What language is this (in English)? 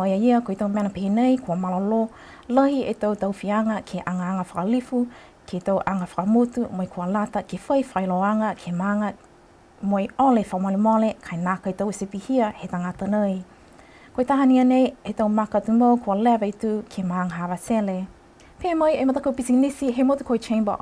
Niuean